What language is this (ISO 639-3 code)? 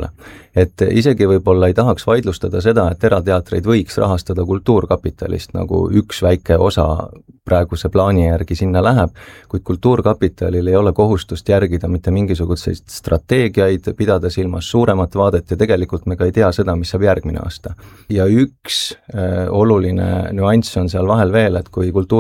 est